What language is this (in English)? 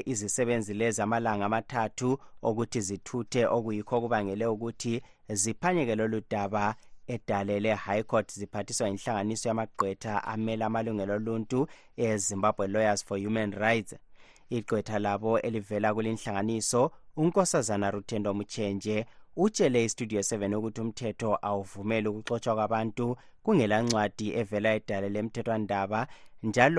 North Ndebele